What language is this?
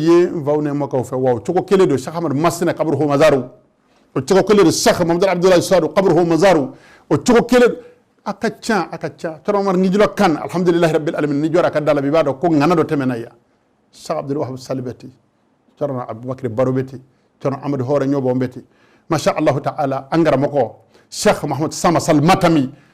Bambara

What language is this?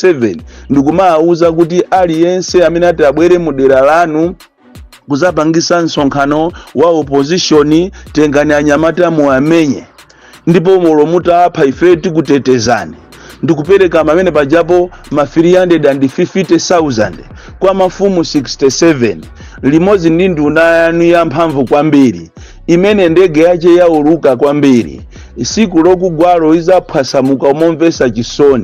Nyanja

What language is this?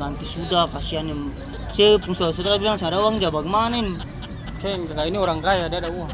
Ambonese Malay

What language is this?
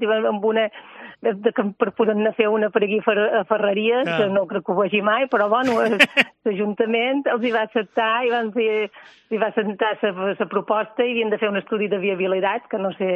Catalan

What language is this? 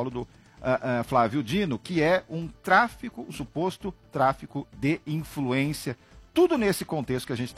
Portuguese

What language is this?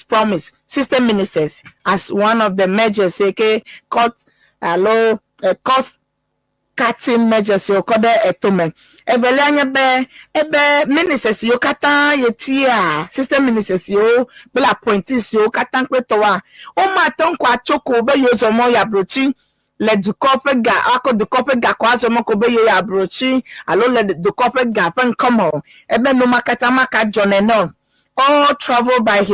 Ewe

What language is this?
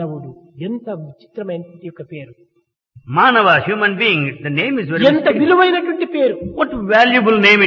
Telugu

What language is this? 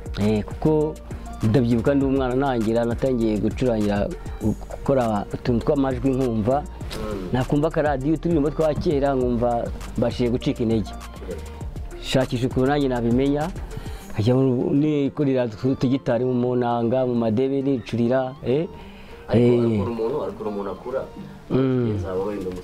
Kinyarwanda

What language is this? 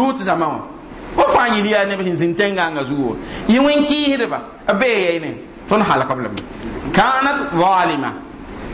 Mossi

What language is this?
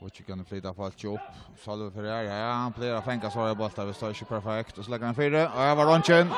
Faroese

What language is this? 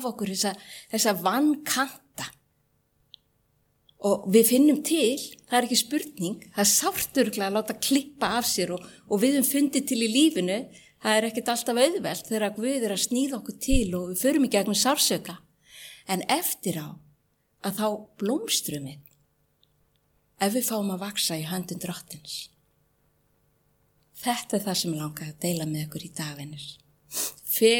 Icelandic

